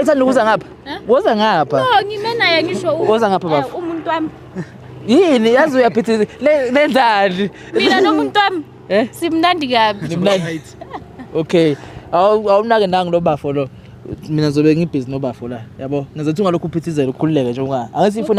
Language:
Zulu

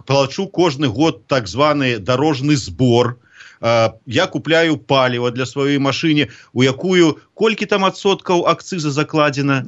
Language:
Belarusian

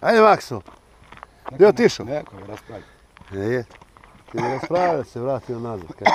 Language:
Bosnian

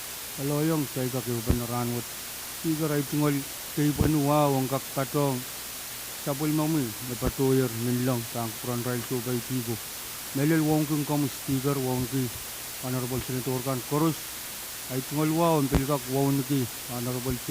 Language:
Pohnpeian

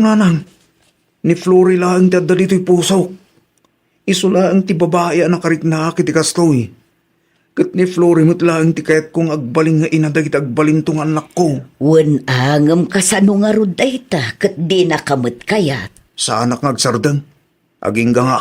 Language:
Iloko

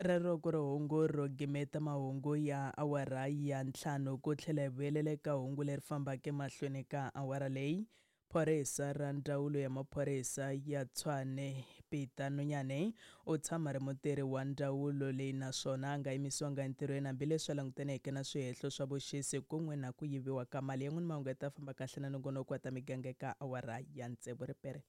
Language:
Tsonga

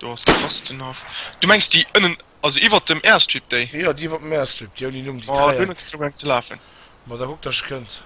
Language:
Luxembourgish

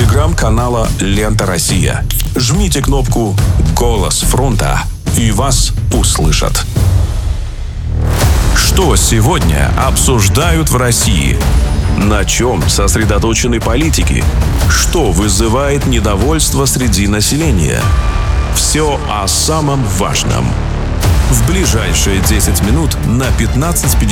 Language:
Russian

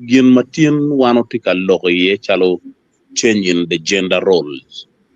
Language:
Acoli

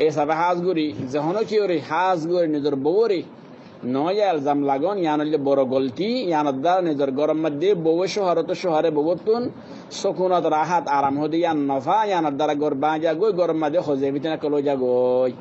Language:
Rohingya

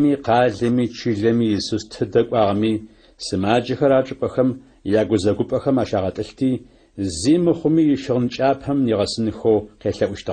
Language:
Adyghe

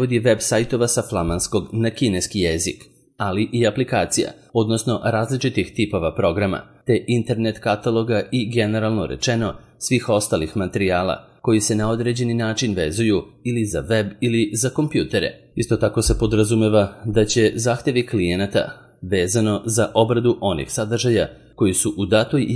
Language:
Serbian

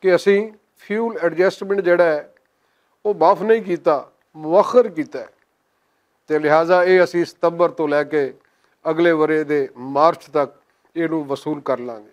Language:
Western Panjabi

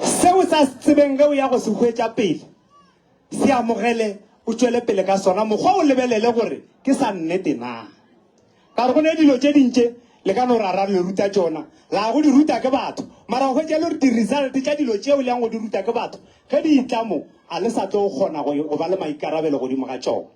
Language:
Northern Sotho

